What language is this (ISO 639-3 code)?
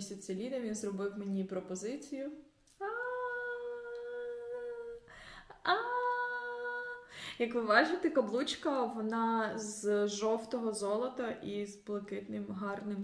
ukr